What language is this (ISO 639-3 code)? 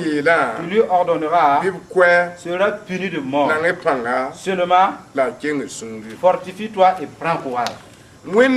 mos